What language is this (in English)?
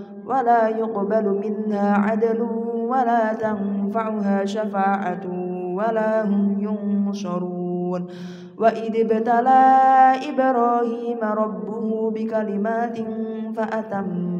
Arabic